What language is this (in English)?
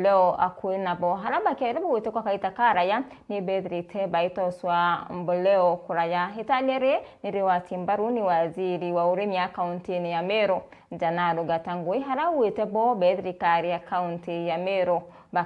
Meru